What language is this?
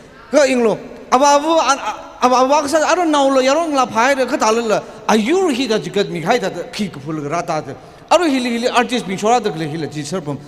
Tangkhul Naga (India)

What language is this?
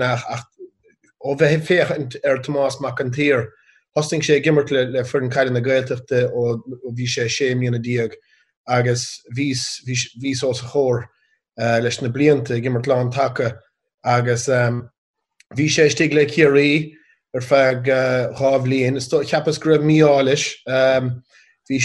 Irish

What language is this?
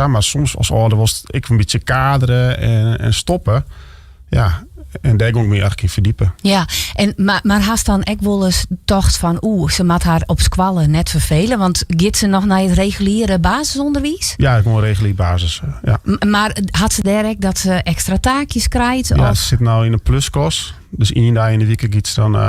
Western Frisian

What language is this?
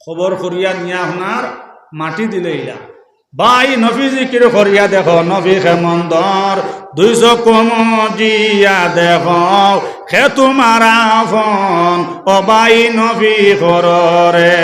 Sylheti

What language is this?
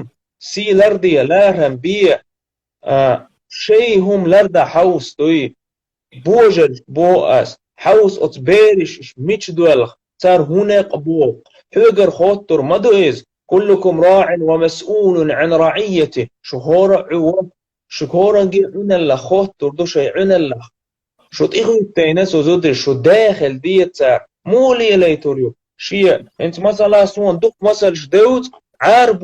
Chechen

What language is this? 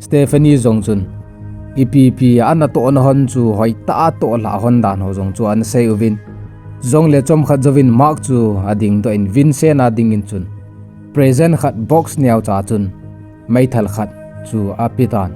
Thado Chin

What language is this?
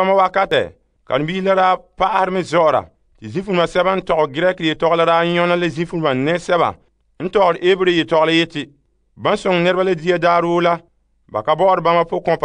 Frafra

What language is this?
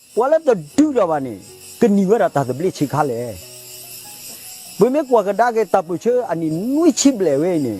S'gaw Karen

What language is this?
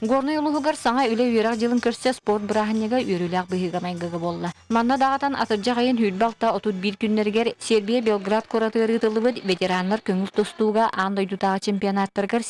Yakut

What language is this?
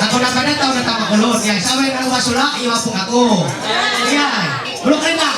Ma'anyan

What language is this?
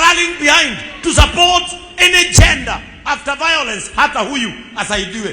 Kikuyu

